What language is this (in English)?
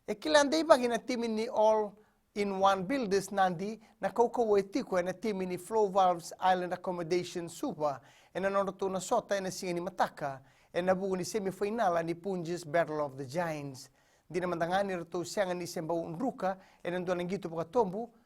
Fijian